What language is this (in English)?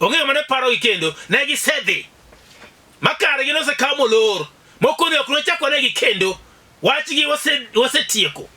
Luo (Kenya and Tanzania)